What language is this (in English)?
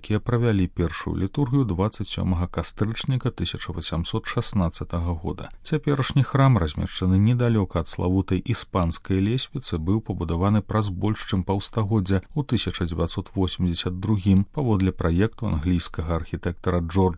Belarusian